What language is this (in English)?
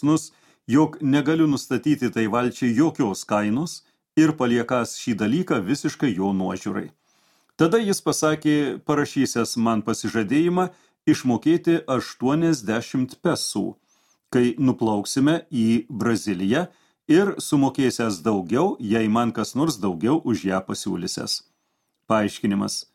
Lithuanian